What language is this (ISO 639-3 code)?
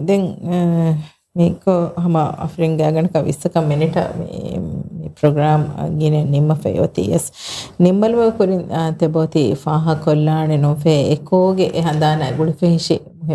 div